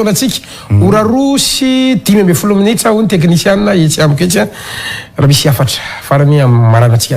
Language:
Malagasy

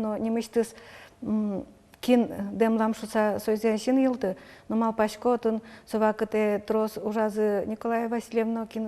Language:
Udmurt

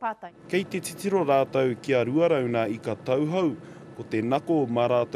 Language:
Māori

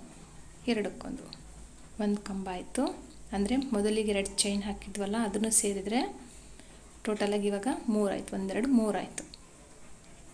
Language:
Kannada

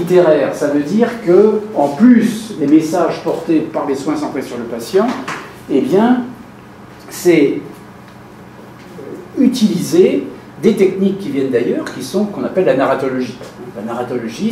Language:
French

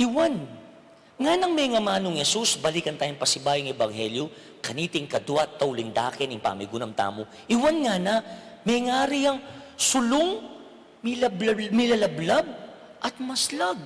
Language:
Pampanga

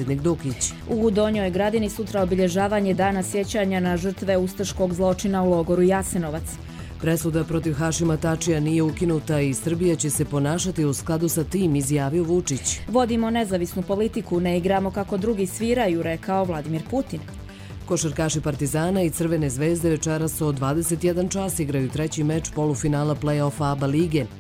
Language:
Croatian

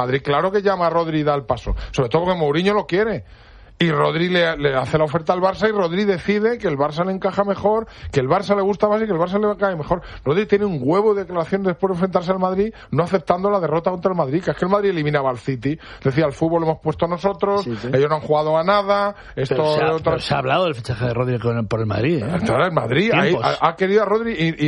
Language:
Spanish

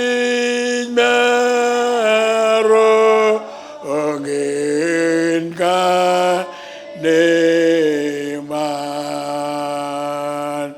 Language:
Marshallese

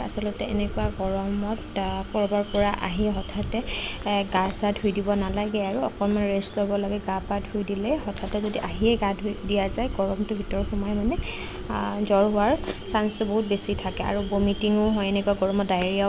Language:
Assamese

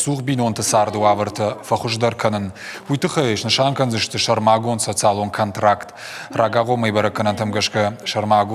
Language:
Ossetic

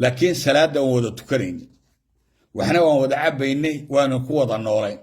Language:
Somali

